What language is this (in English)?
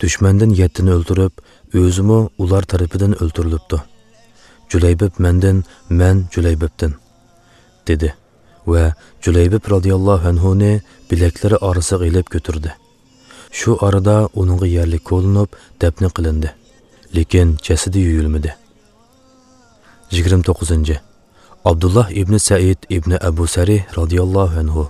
Uyghur